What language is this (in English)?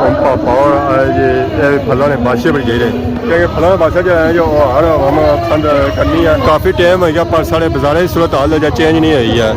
Pahari-Potwari